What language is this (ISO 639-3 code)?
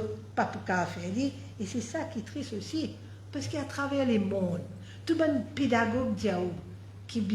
mfe